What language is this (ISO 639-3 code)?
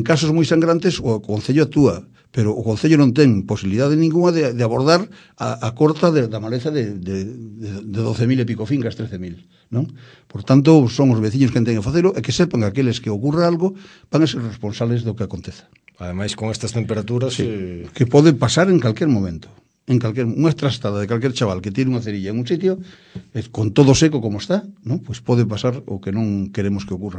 glg